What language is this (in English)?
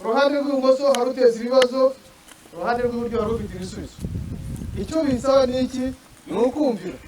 Kinyarwanda